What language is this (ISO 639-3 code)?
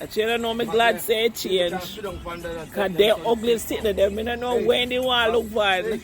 jam